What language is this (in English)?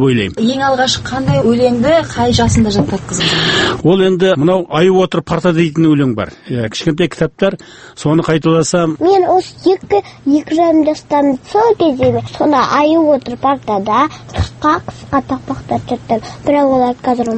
Kazakh